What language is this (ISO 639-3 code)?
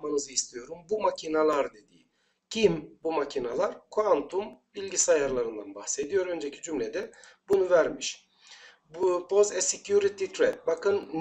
tur